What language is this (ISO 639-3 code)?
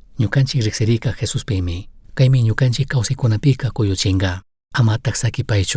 qug